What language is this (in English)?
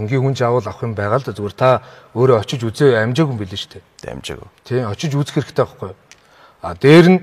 Mongolian